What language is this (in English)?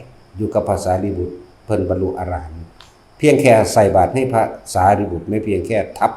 Northeastern Thai